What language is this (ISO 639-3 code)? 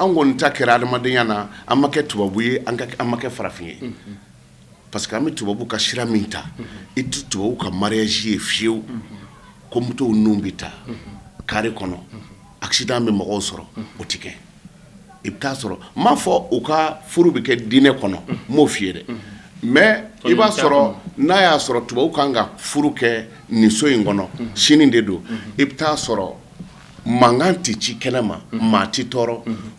bam